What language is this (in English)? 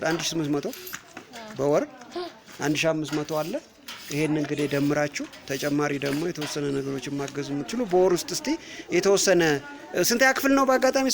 Amharic